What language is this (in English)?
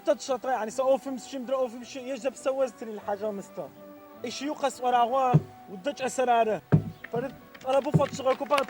Adyghe